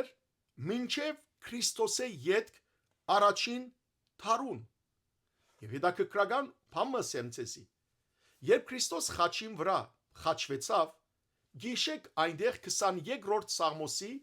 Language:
Western Armenian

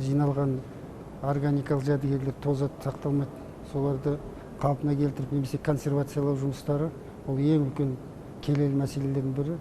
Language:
Kazakh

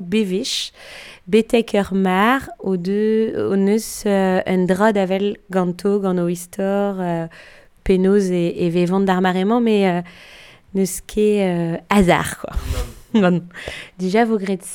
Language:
Breton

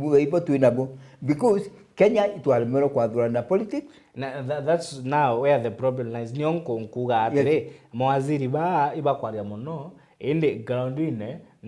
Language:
Meru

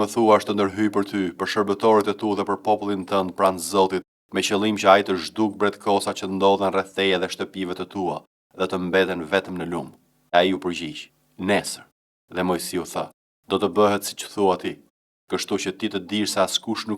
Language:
Albanian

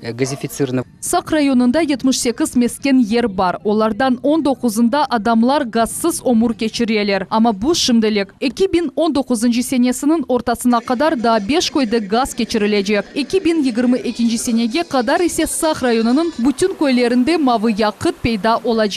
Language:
Crimean Tatar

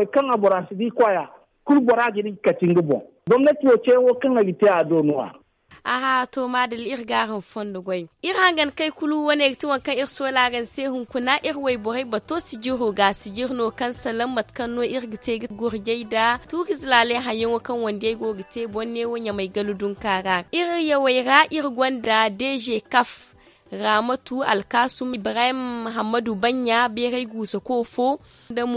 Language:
Zarma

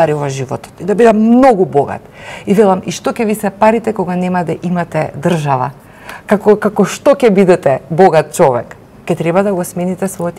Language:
Macedonian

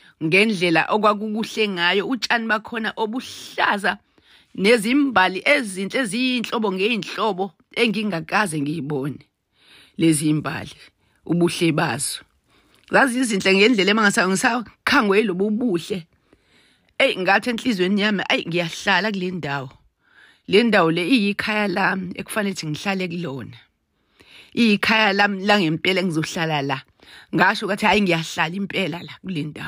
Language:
Zulu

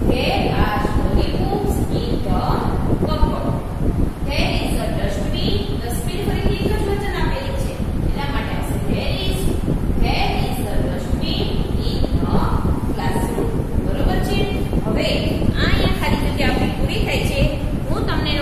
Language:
Gujarati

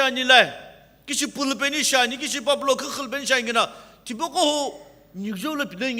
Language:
Sumi Naga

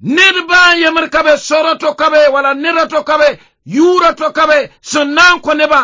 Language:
Mossi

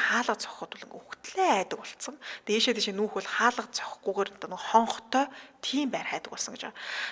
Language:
Mongolian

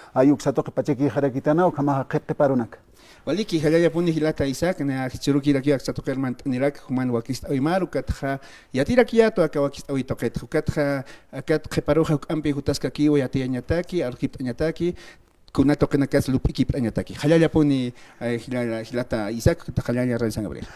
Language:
Aymara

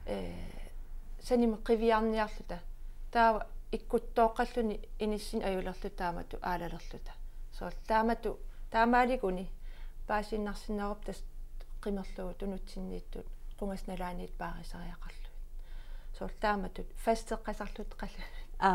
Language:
Kalaallisut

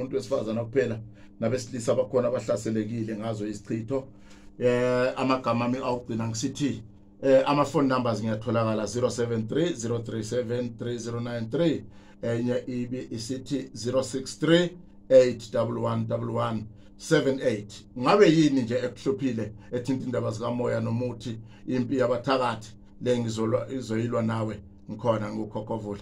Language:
Zulu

